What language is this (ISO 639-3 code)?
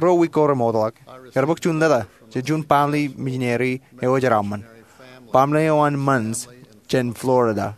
mah